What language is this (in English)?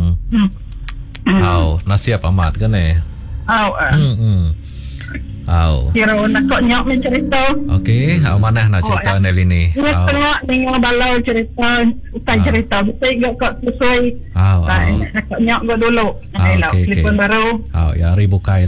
Iban